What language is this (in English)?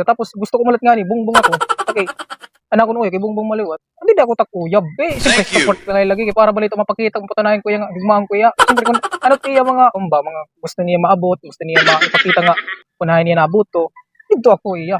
Waray